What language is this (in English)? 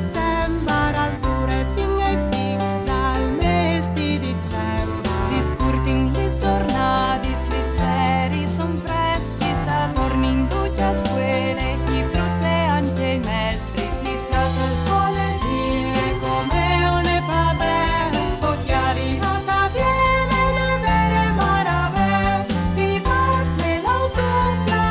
Friulian